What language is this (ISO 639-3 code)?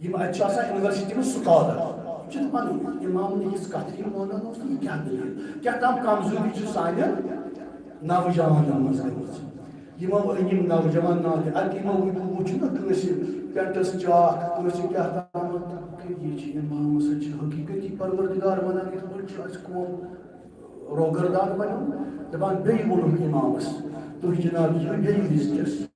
kas